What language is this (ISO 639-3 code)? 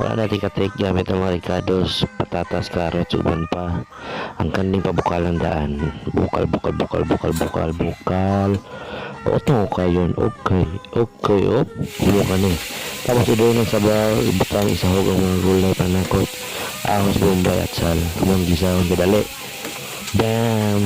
ceb